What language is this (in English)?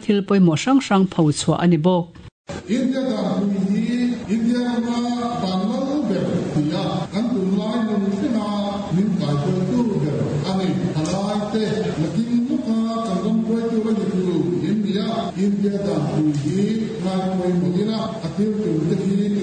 Mizo